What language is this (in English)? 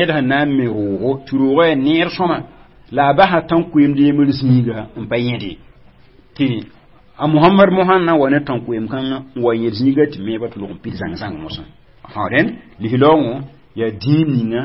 Mossi